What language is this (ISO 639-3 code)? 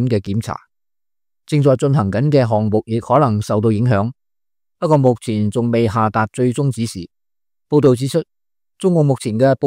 yue